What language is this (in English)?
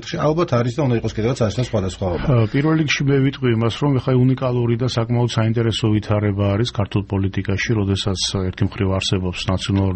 Georgian